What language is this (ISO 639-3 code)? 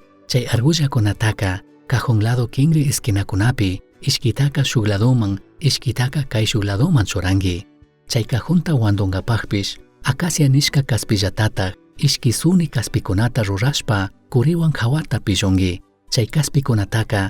qug